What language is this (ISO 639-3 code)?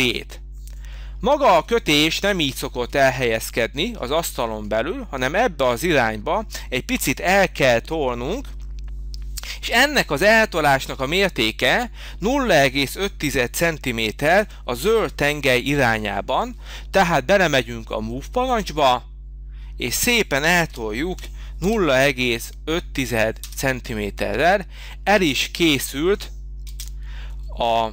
hun